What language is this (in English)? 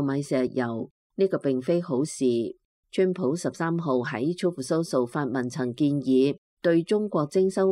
Cantonese